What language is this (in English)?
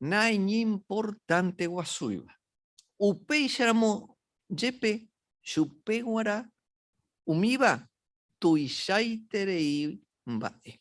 Guarani